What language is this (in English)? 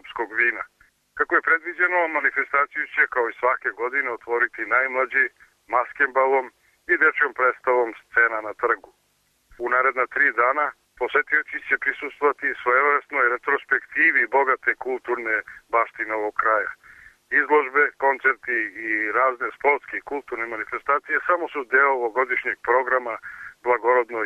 Serbian